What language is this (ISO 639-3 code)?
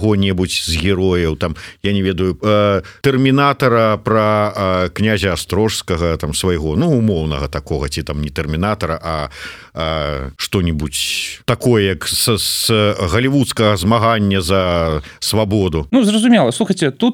bel